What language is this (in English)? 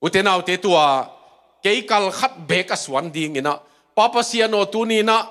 Tedim Chin